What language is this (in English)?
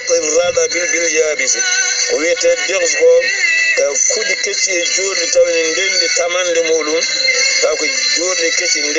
Fula